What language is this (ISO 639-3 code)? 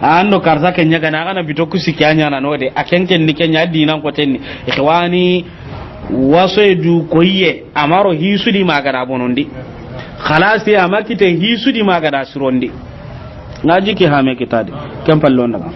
snk